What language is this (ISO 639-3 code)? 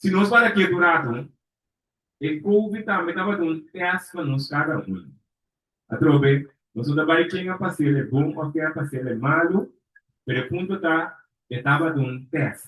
pap